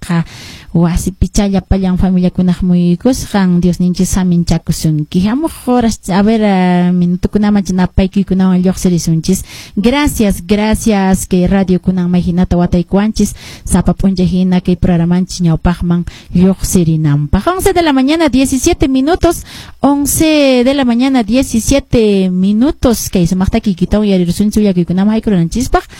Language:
Quechua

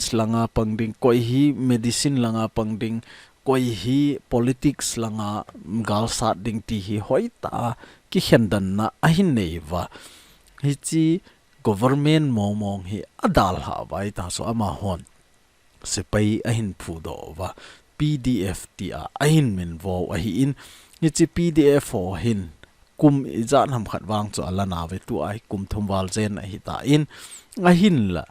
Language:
Thado Chin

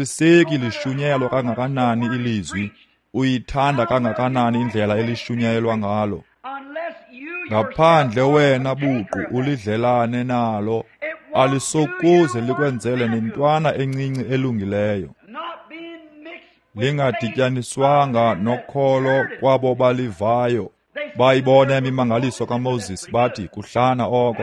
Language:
Xhosa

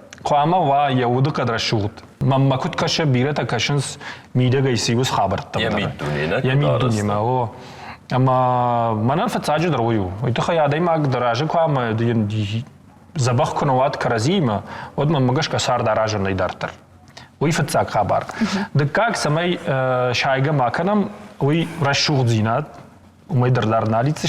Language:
Ossetic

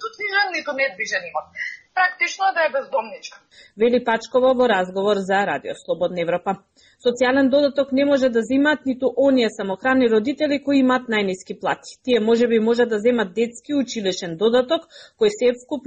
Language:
Macedonian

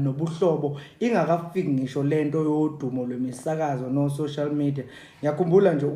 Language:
Zulu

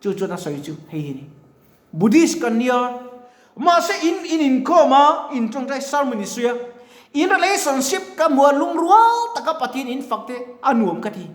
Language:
Mizo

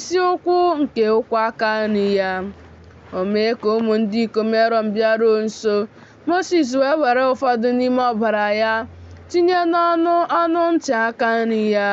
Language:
Igbo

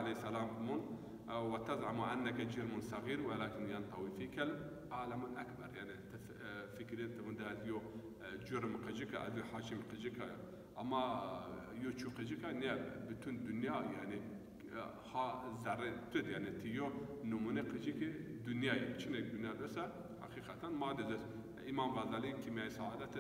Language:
Zaza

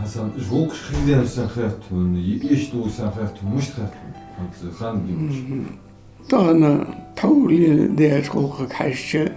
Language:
Ingush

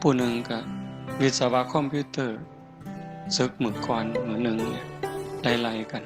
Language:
Northeastern Thai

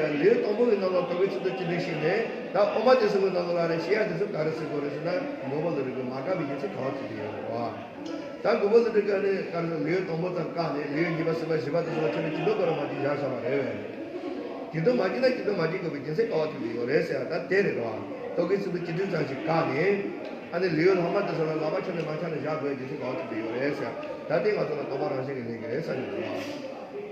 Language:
Tibetan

